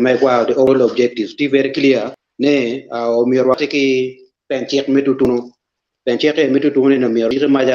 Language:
Acoli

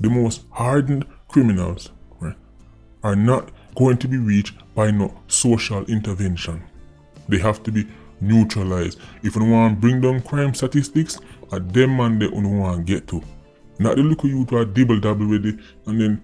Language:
Jamaican Creole English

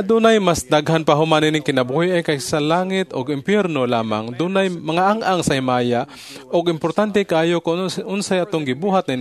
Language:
Cebuano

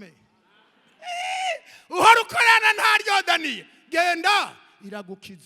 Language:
Rundi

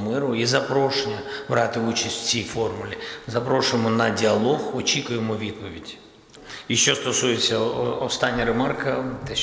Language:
Ukrainian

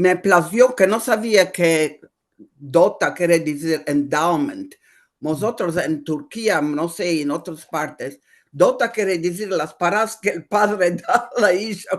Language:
Ladino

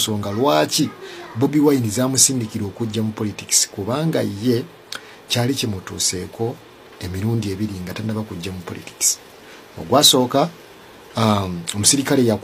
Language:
Ganda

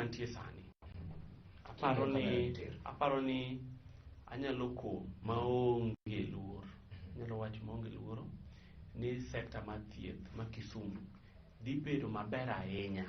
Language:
Luo (Kenya and Tanzania)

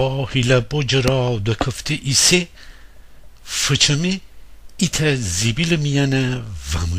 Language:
Gilaki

